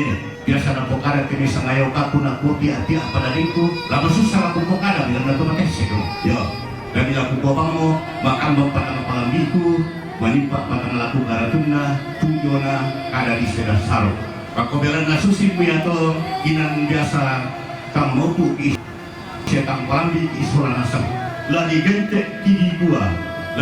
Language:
Toraja-Sa'dan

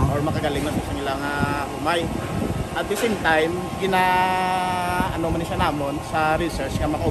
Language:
Hiligaynon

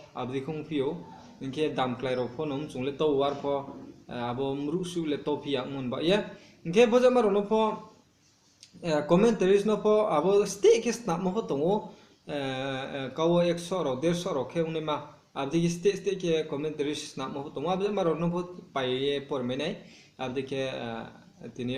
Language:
Riang (India)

